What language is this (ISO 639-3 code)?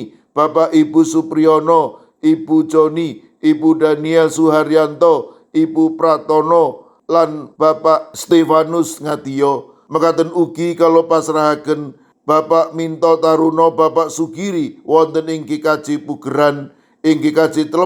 jav